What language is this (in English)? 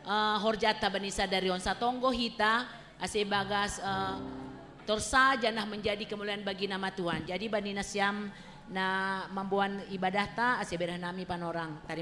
Batak Simalungun